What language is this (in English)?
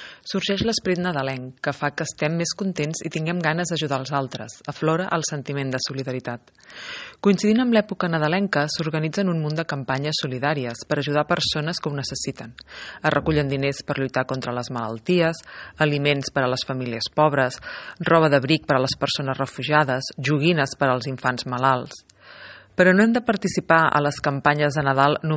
Catalan